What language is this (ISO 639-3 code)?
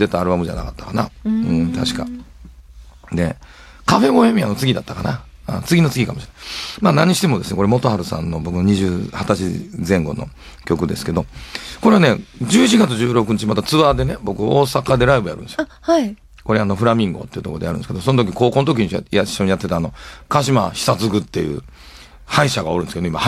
jpn